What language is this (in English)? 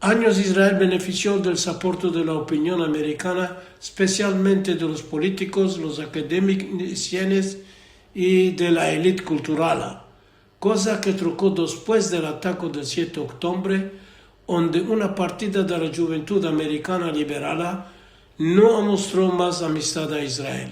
Ladino